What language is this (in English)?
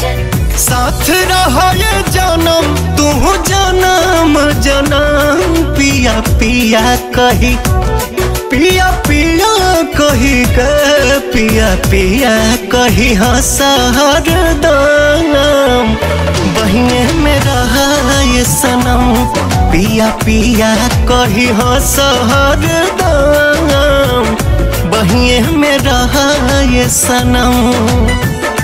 Bhojpuri